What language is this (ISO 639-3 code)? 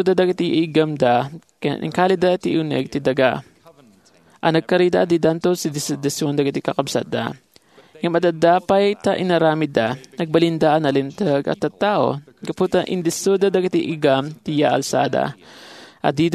ilo